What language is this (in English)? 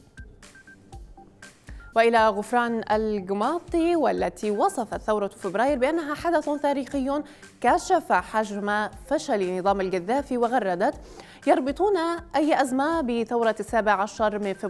Arabic